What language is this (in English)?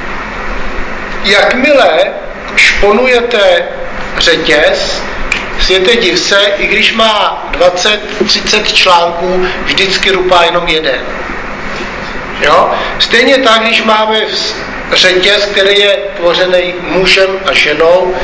Czech